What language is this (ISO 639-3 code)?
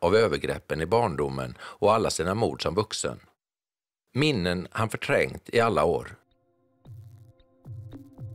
swe